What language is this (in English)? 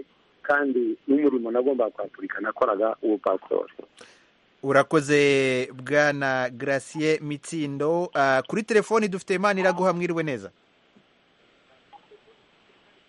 Kinyarwanda